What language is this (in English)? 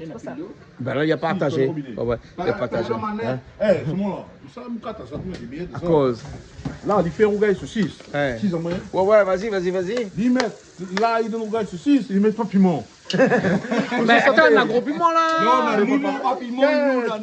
Réunion Creole French